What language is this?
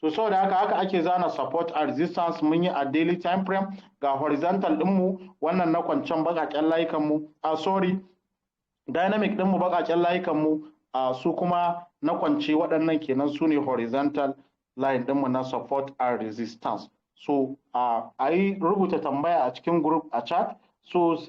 Hausa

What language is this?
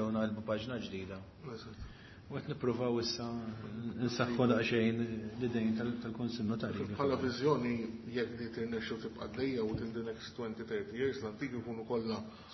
Maltese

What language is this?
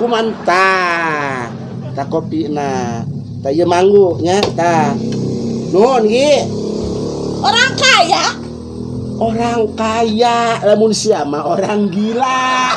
Sundanese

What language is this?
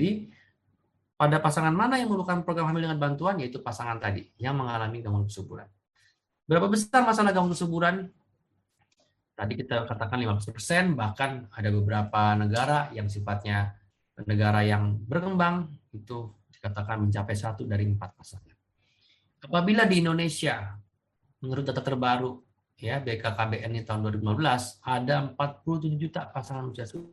Indonesian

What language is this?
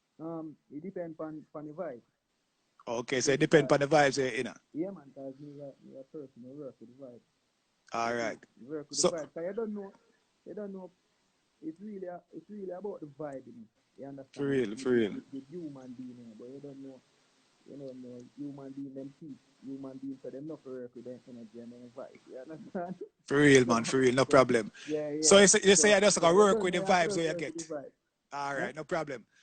Jamaican Creole English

